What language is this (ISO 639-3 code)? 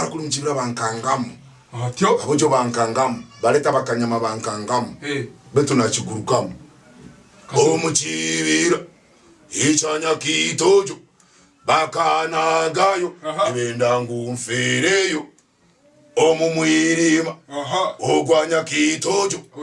ttj